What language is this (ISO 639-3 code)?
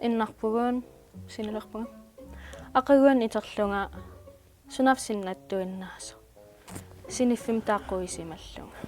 kal